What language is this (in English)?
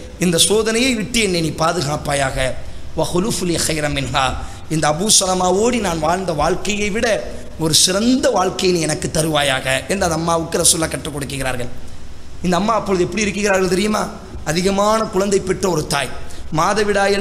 Tamil